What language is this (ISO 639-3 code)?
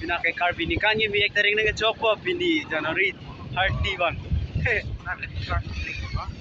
mjw